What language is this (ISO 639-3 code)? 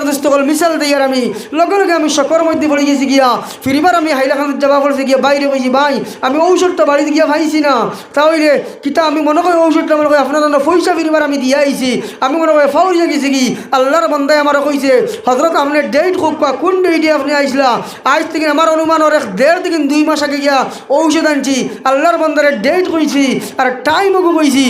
syl